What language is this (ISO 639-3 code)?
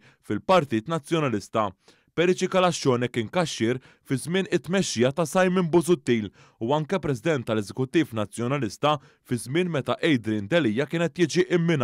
mlt